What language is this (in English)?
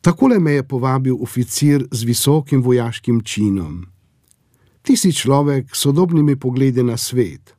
Slovenian